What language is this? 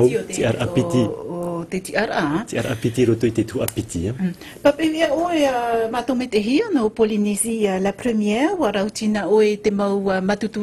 Tahitian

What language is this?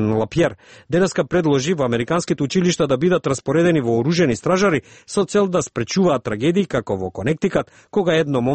Macedonian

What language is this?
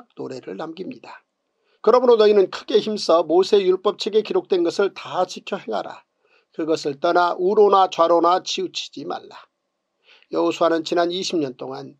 Korean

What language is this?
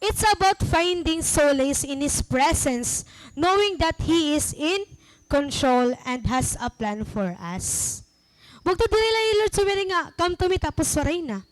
Waray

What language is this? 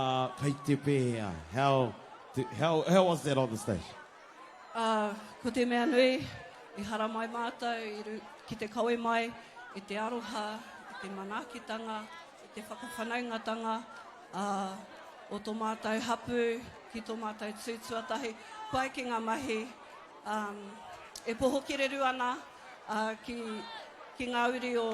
Māori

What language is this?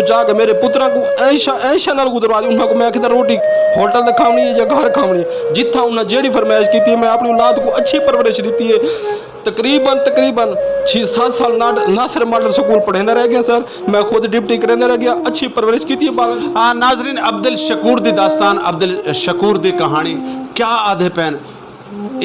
Saraiki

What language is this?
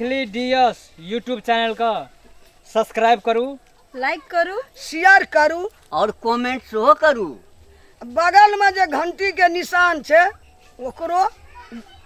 Maithili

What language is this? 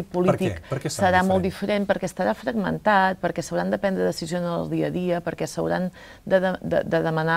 Catalan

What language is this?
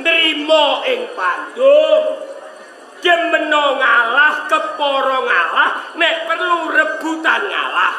Javanese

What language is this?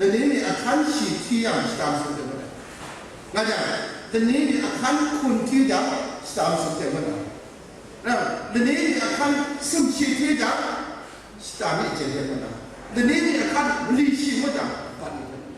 Kachin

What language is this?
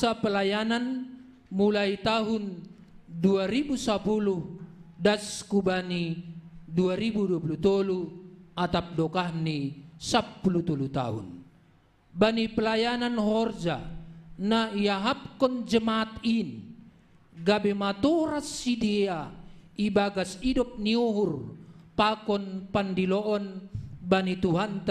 Batak Simalungun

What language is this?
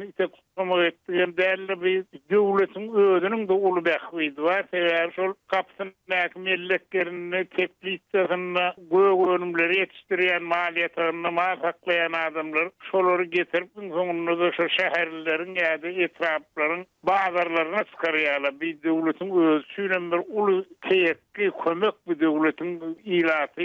Turkmen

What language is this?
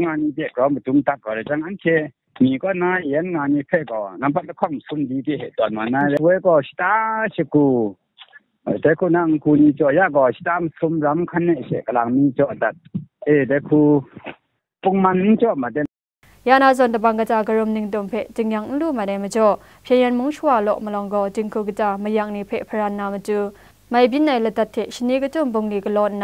Kachin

